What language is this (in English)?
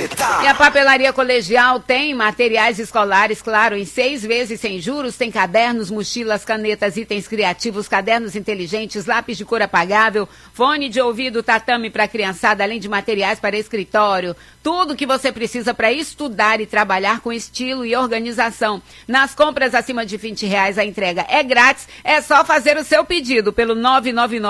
Portuguese